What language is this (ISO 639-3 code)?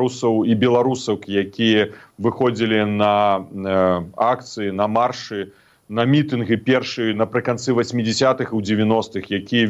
bel